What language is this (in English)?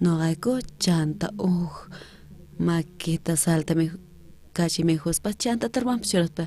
South Bolivian Quechua